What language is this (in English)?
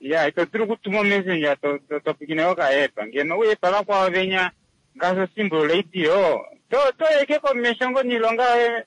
Kuanyama